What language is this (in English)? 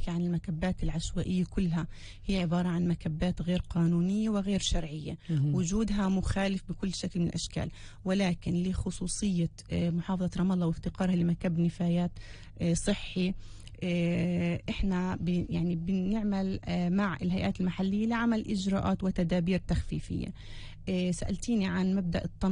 North Levantine Arabic